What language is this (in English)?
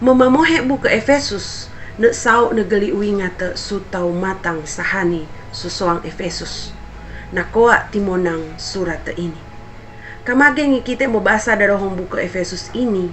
Sangir